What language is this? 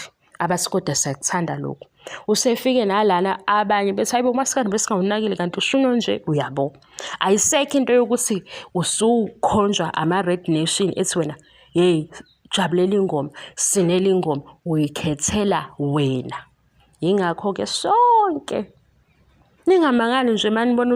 Zulu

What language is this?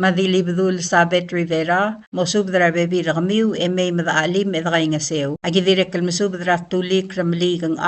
Palauan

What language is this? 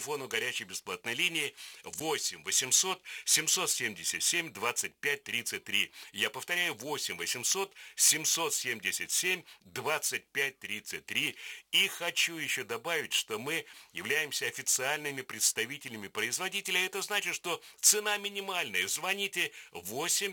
Russian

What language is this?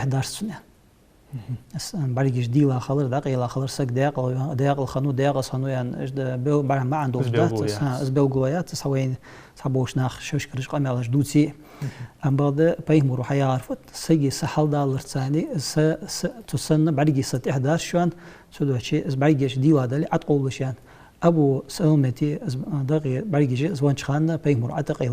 Ingush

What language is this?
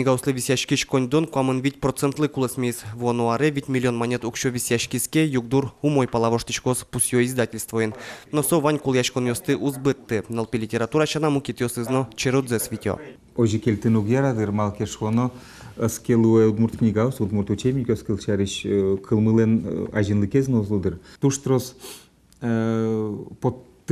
Udmurt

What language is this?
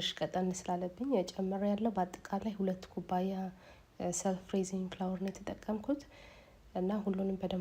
Amharic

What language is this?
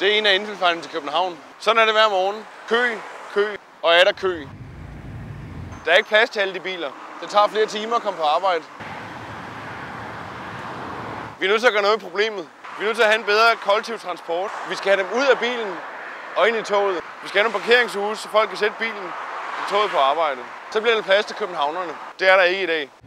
Danish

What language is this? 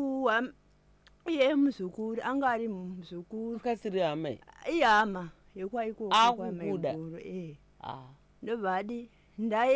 Shona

